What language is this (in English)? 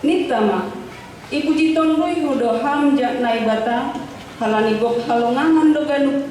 Batak Simalungun